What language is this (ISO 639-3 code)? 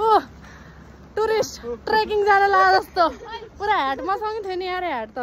nep